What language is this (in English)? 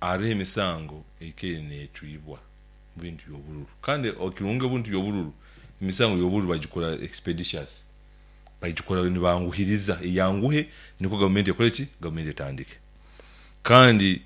Nyankole